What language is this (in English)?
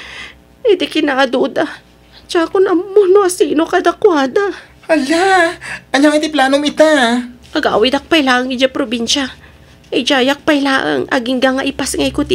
Iloko